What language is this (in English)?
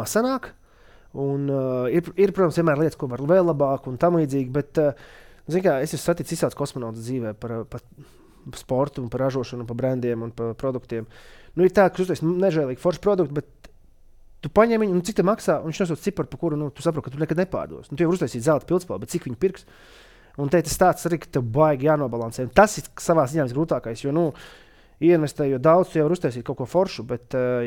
Latvian